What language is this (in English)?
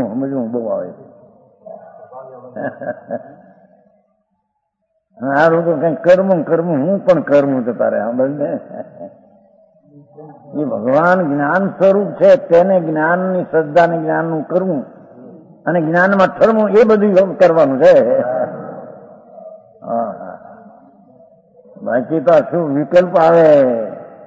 Gujarati